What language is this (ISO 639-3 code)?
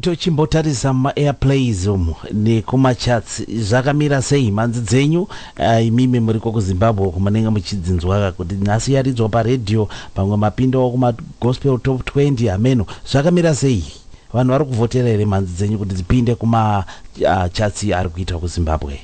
sna